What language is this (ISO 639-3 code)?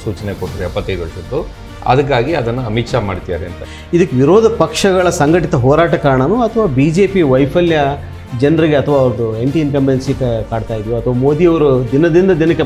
kan